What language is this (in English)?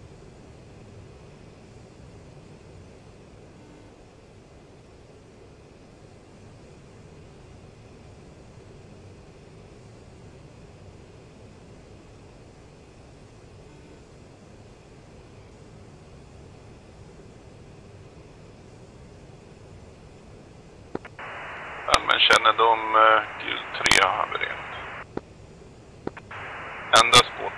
Swedish